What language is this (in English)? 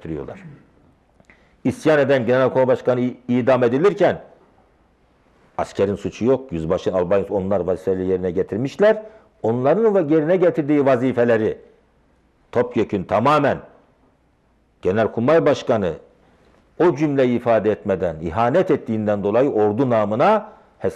Turkish